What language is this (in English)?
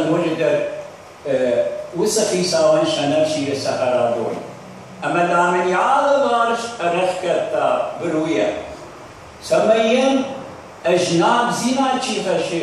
Ossetic